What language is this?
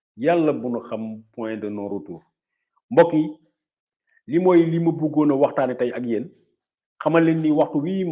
Wolof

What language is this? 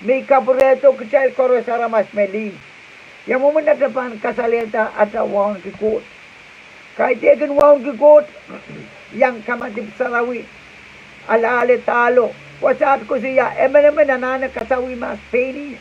Pohnpeian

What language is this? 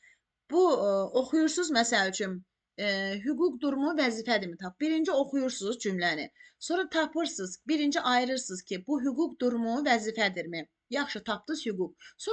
Azerbaijani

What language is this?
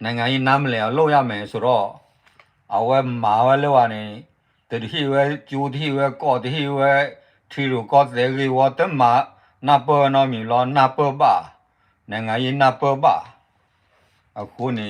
S'gaw Karen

